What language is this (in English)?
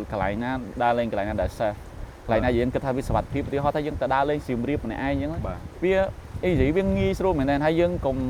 Khmer